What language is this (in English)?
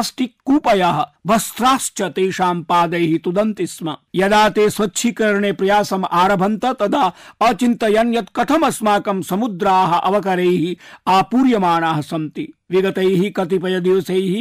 Sanskrit